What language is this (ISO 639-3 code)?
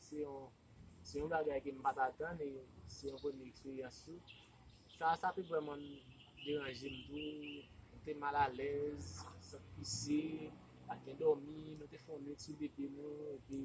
hat